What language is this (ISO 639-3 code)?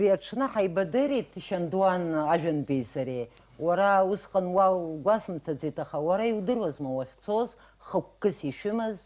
abk